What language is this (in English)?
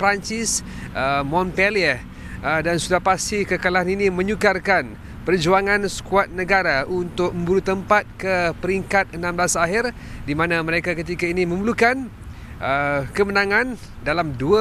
Malay